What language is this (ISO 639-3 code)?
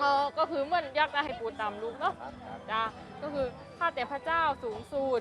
lhu